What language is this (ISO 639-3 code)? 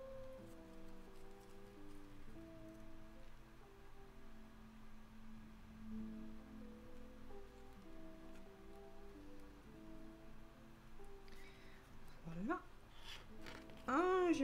fra